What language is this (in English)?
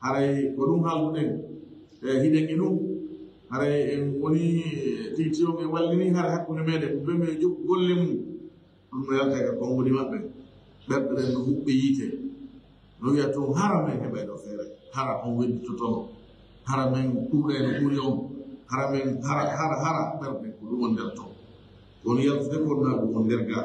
Fula